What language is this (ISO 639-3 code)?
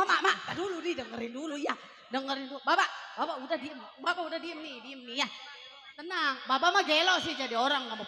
bew